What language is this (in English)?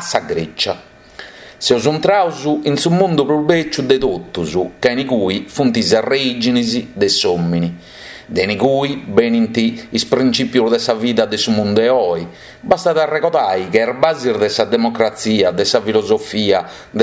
Sardinian